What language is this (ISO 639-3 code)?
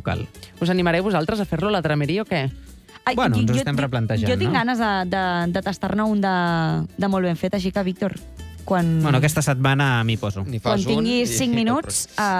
cat